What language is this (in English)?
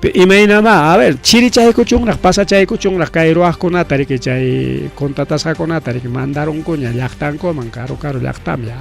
Ayacucho Quechua